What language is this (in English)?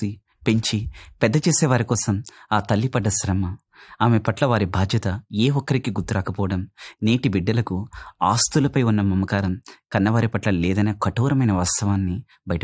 Telugu